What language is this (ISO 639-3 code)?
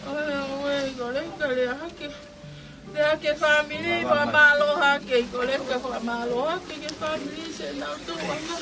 ton